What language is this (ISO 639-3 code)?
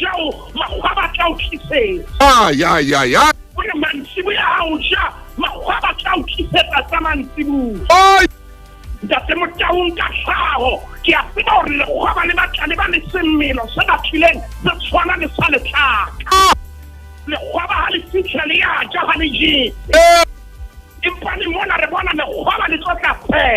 sot